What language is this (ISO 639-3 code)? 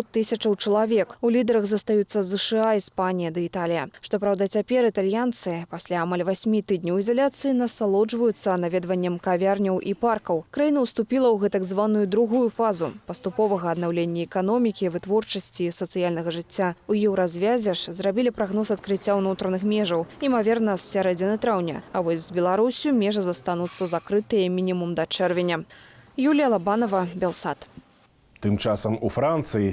bel